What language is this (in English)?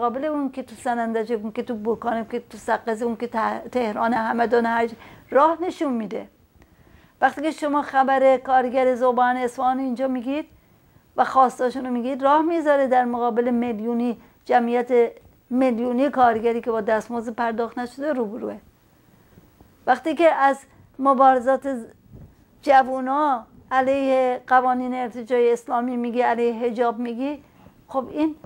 Persian